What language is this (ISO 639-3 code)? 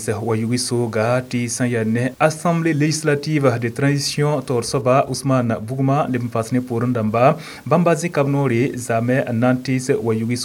mos